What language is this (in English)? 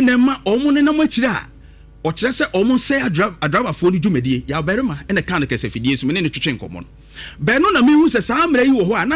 Akan